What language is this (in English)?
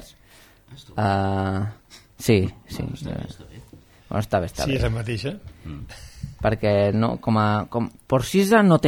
Catalan